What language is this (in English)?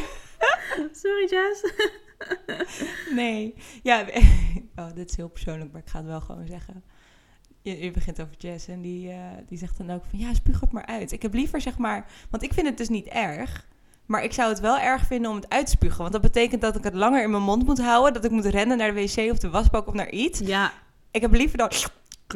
Dutch